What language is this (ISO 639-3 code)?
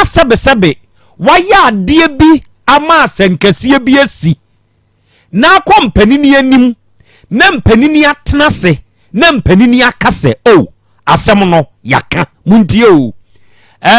aka